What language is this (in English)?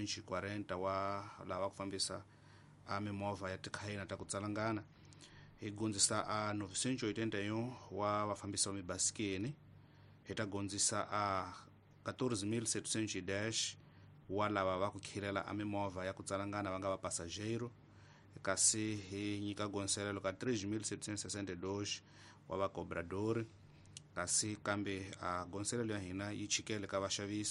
Tsonga